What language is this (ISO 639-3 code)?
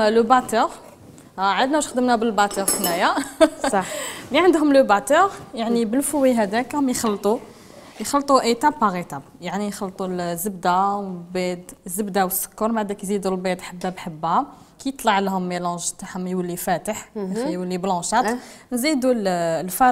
arq